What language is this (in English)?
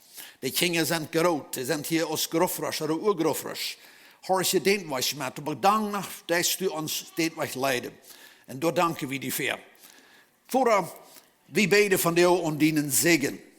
Plautdietsch